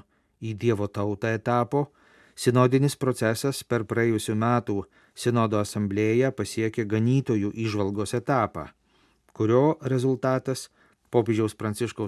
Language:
Lithuanian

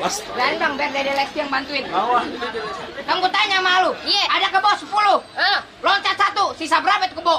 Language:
Betawi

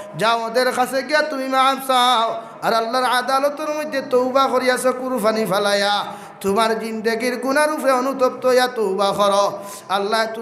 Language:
Sylheti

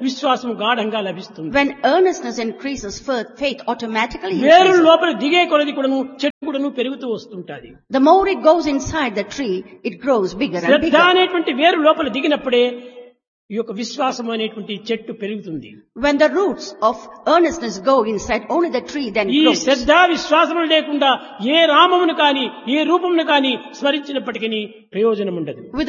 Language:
Telugu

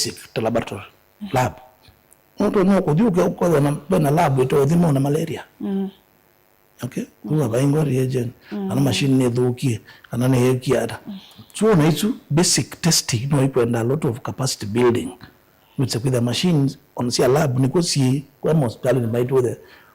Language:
Kamba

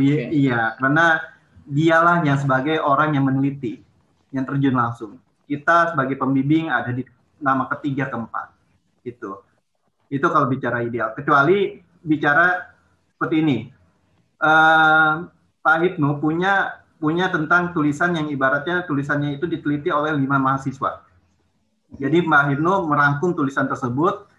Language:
Indonesian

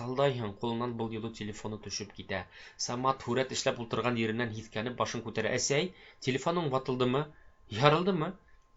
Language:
Bashkir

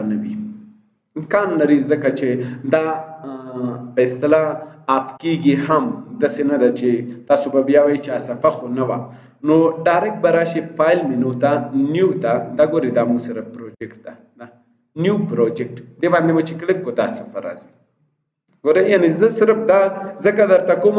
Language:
Pashto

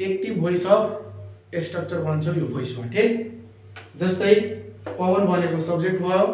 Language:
Nepali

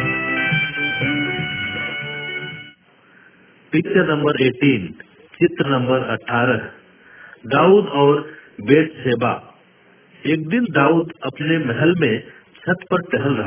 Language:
Hindi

